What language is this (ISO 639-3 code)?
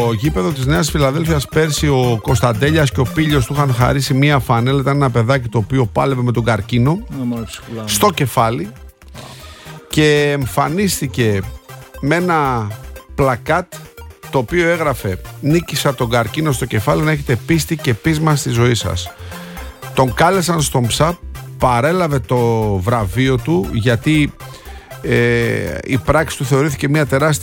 ell